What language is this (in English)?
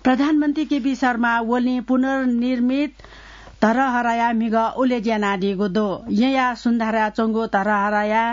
Newari